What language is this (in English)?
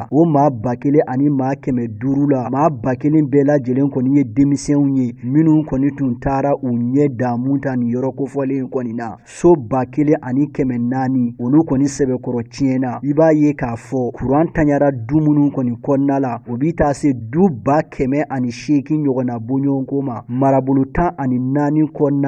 Bambara